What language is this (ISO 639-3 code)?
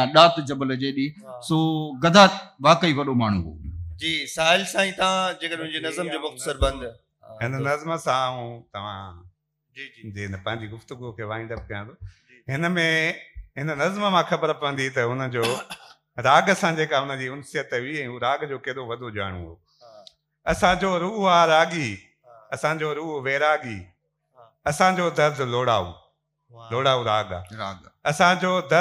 snd